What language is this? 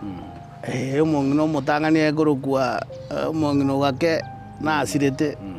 Gusii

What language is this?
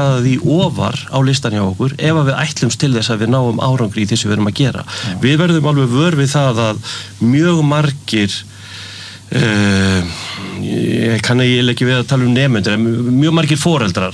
Icelandic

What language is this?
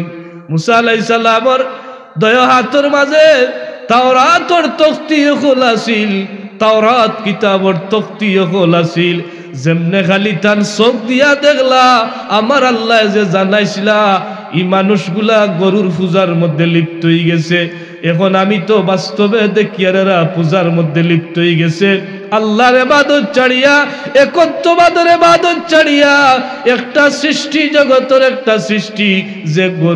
Sylheti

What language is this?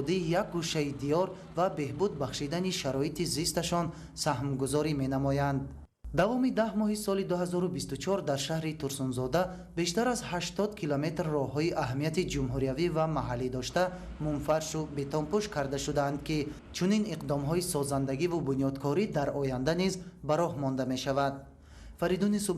Tajik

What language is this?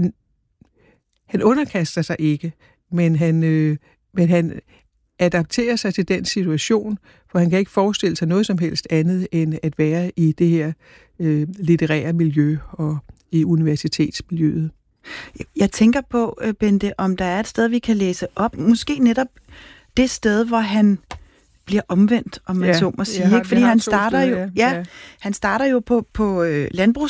Danish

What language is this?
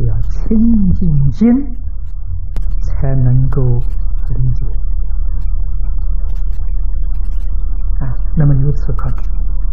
Chinese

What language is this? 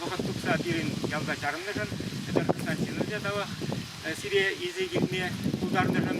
Chuvash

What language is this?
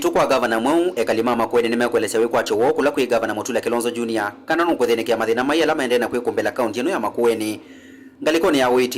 Kamba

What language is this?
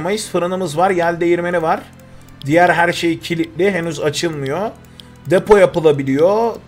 Turkish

